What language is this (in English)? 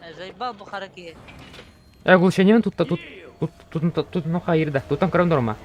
Yakut